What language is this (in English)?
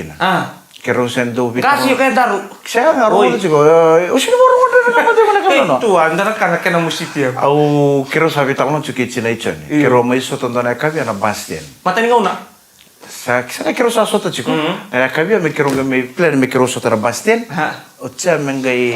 Fijian